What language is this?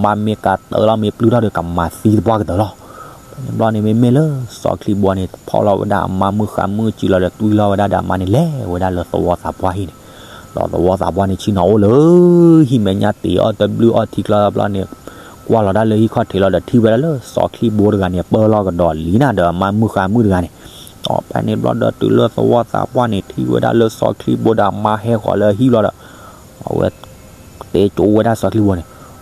S'gaw Karen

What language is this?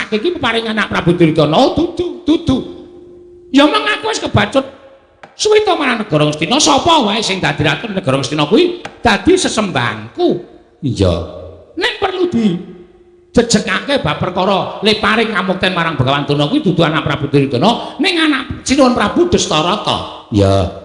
Javanese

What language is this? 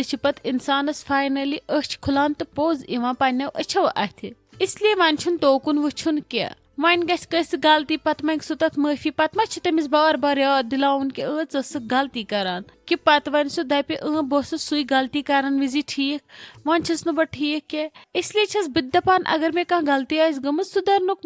Kashmiri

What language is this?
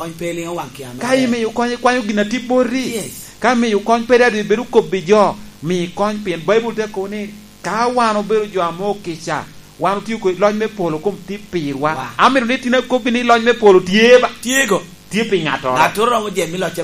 Lango (Uganda)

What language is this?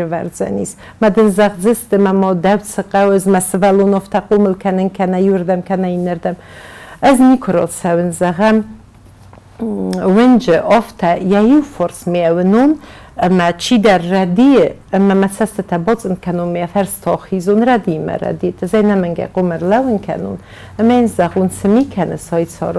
Ossetic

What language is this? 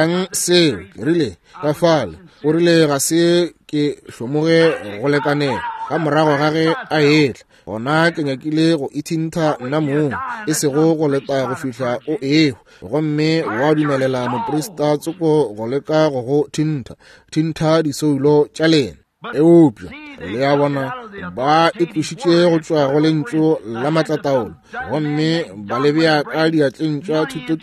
Northern Sotho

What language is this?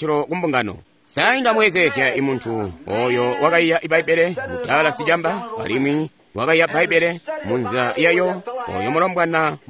Tonga (Zambia)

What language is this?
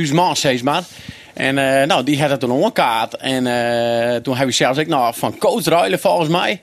Western Frisian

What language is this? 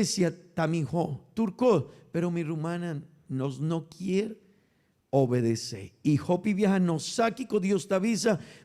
Papiamento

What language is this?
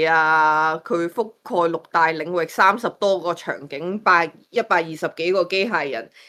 Cantonese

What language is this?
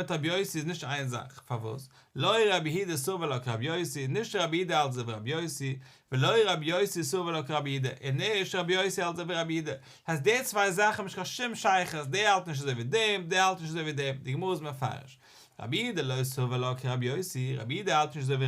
Yiddish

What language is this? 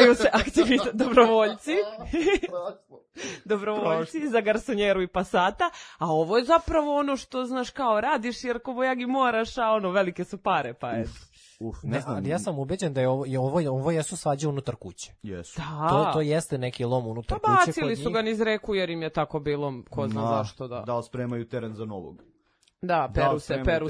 Serbian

